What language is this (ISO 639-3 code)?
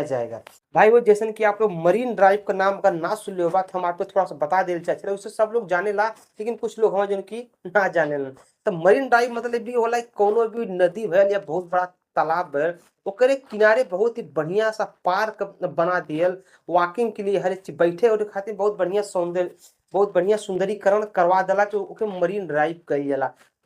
bho